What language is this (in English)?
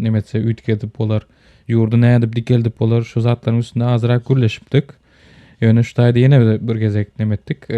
Turkmen